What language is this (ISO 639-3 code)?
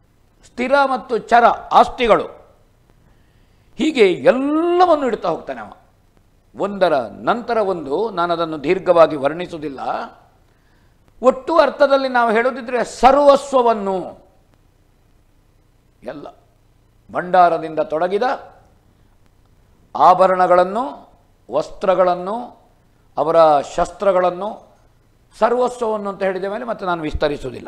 kan